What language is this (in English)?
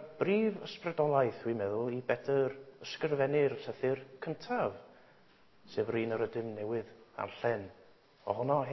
Welsh